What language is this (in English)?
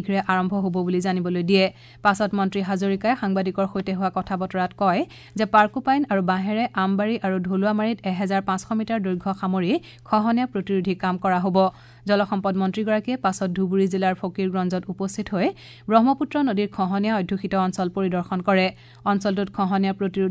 Assamese